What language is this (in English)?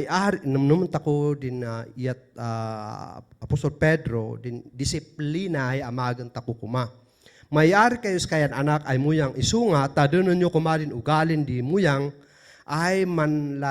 Kankanaey